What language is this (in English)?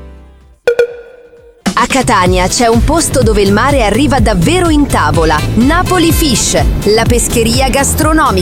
Italian